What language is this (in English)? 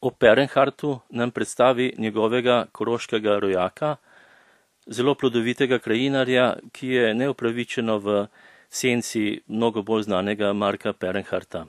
Slovenian